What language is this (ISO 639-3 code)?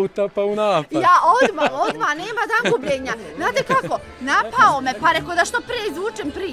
bos